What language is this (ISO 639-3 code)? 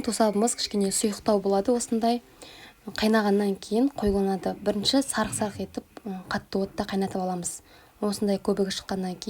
kaz